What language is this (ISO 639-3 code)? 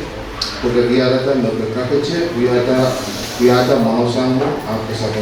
pon